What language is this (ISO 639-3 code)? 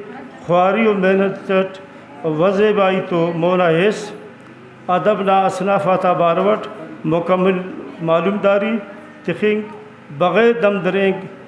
brh